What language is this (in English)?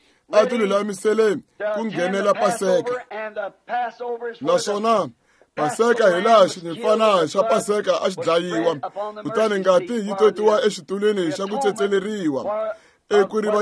Tsonga